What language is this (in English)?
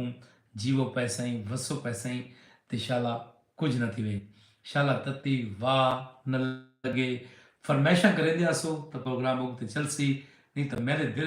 Saraiki